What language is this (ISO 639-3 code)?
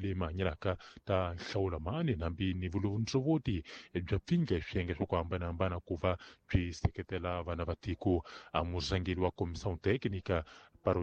tso